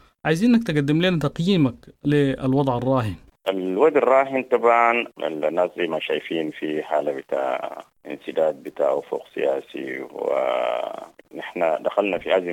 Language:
Sudanese Arabic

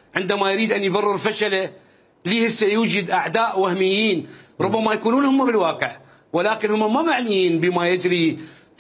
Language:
Mesopotamian Arabic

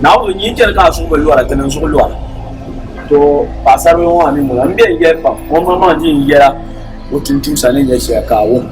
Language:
Dagbani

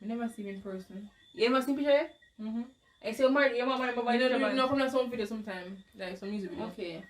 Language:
Jamaican Creole English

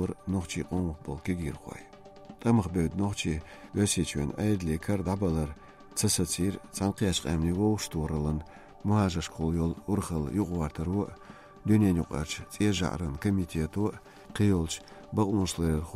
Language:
Chechen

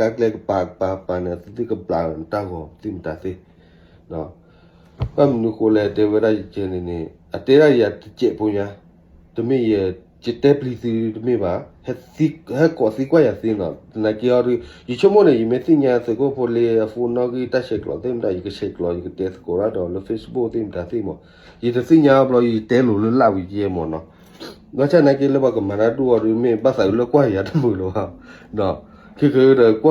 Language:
S'gaw Karen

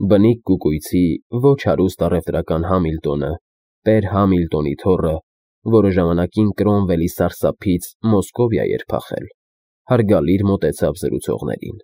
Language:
Armenian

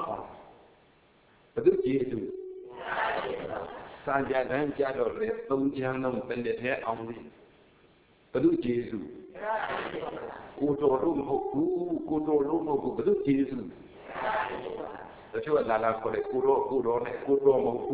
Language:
Burmese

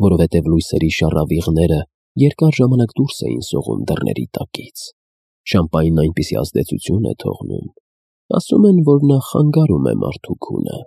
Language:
Armenian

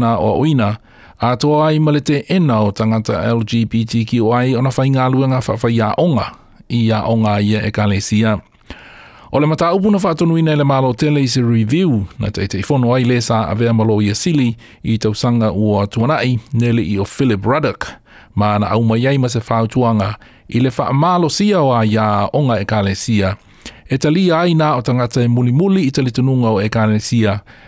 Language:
Samoan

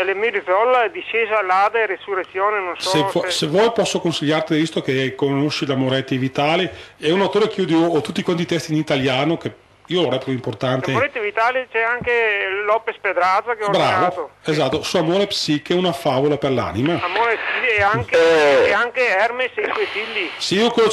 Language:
Italian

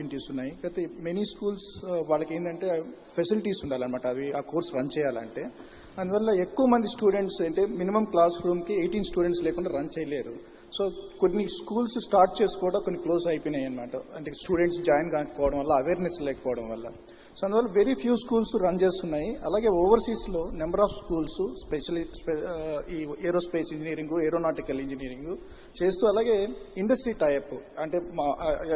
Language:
Telugu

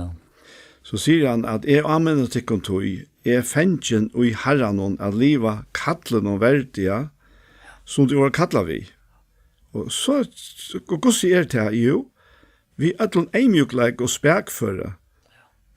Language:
Faroese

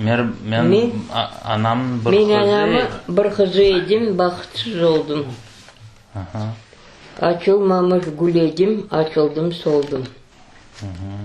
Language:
Crimean Tatar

